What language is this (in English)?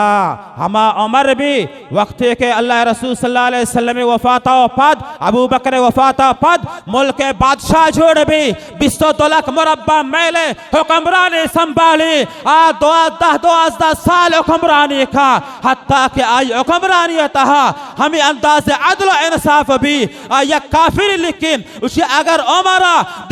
Baluchi